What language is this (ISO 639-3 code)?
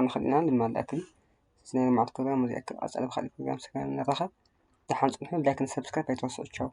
tir